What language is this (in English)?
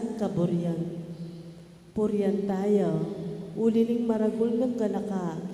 Pampanga